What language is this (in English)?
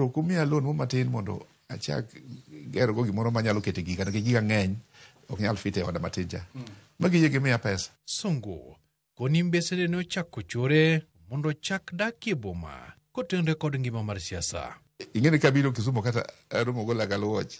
Luo (Kenya and Tanzania)